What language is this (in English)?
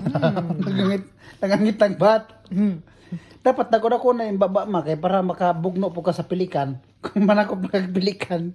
Cebuano